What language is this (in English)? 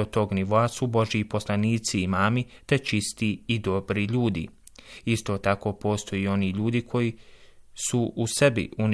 Bosnian